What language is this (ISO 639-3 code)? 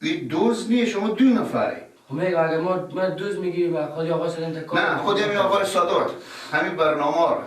fas